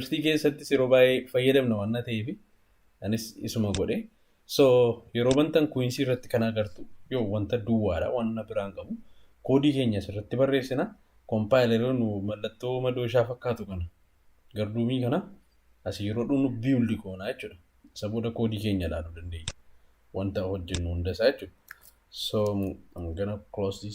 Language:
Oromo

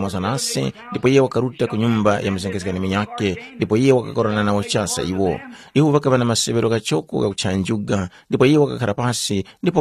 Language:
Tumbuka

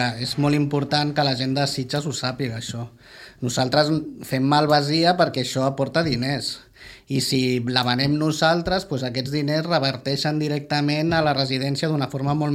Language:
Catalan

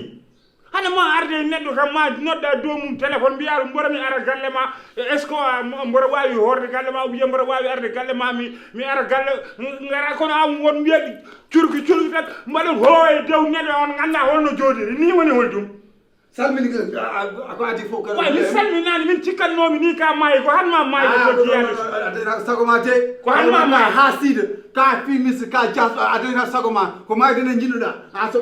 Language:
Fula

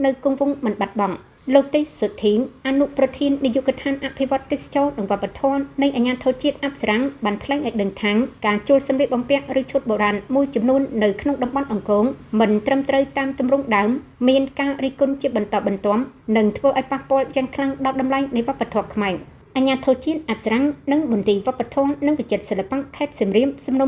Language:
Khmer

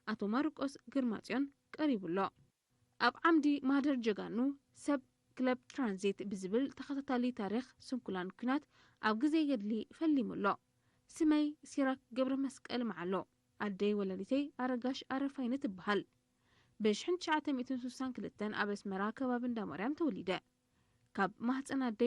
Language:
Tigrinya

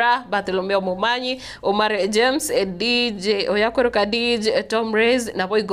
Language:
Gusii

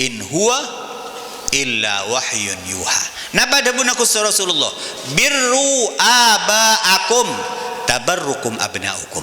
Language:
Madurese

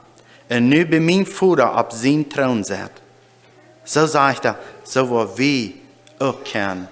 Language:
Plautdietsch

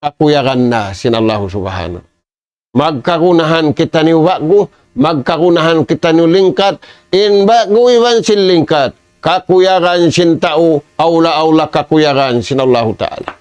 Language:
Tausug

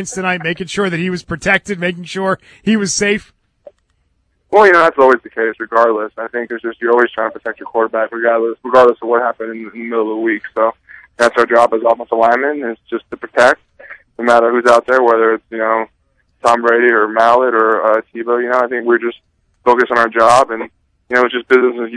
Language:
English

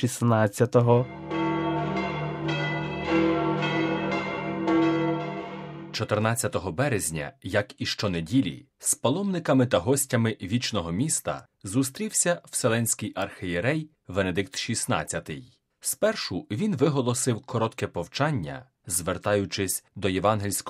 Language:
Ukrainian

